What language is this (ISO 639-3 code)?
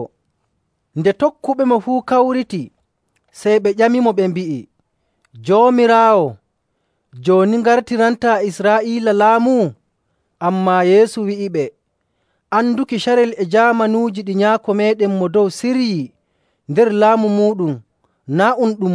fuv